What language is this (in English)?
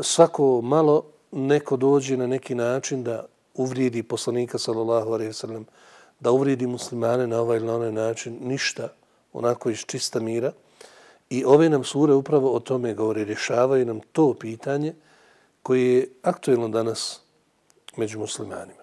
Bosnian